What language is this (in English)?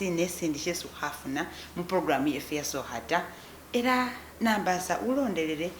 Masaaba